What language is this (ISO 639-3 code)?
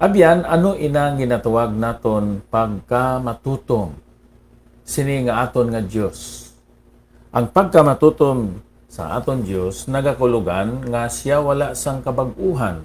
hil